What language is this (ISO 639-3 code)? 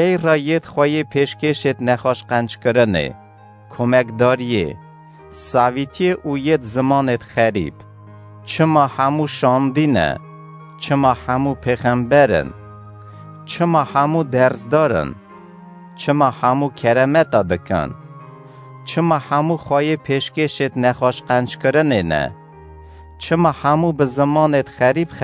kur